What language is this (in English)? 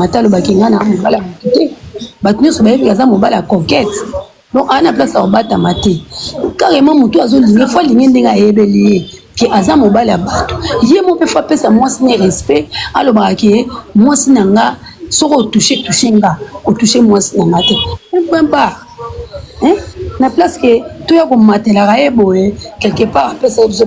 Lingala